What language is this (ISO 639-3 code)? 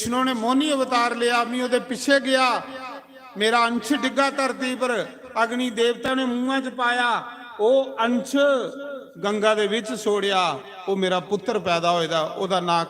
doi